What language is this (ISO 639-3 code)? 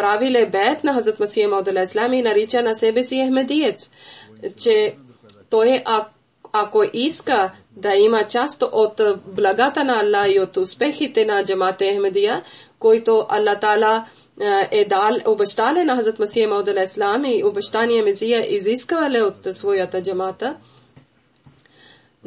bul